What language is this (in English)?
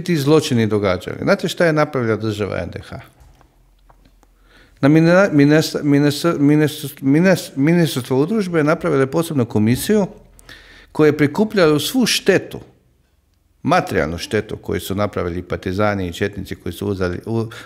Croatian